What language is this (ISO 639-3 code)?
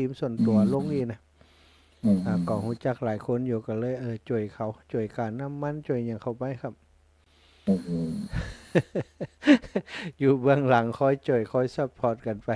tha